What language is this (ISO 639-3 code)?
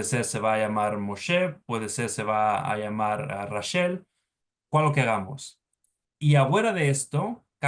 lad